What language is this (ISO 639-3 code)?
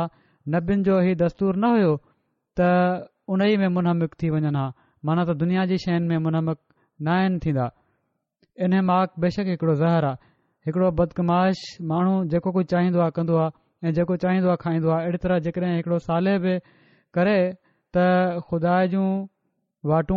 snd